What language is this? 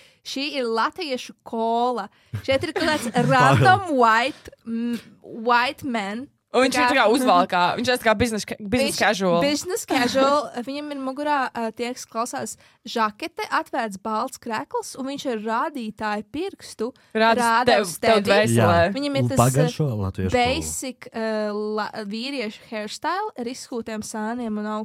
Latvian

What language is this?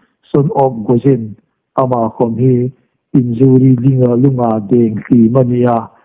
Hmar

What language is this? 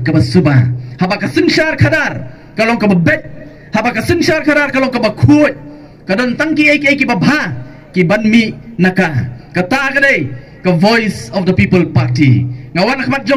Khasi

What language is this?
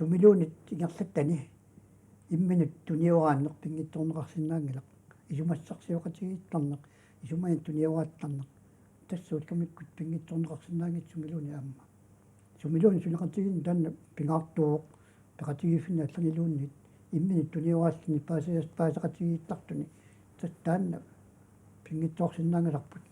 Kalaallisut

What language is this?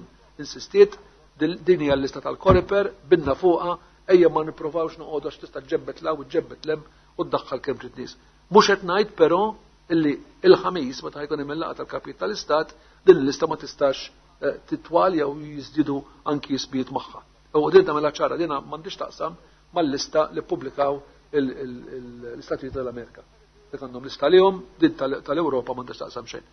Maltese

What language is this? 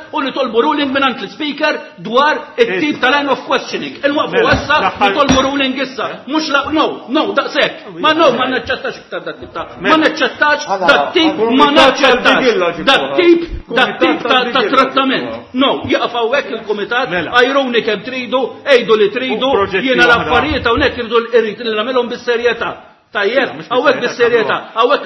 Maltese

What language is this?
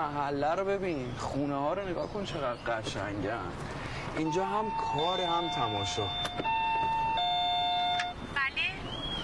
Persian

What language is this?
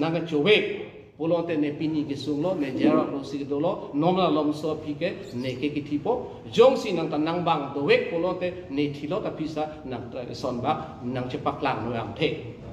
Karbi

